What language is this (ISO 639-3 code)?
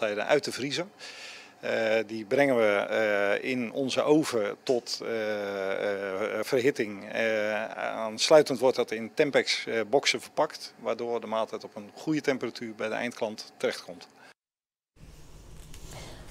nld